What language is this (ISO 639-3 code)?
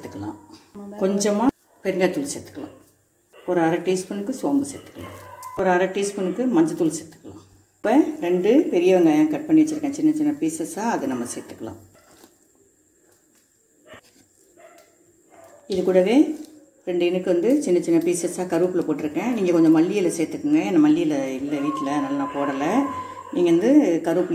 tam